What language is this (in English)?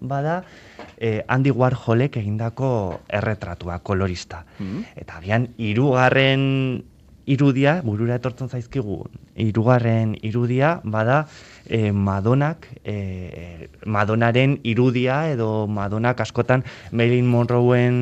Basque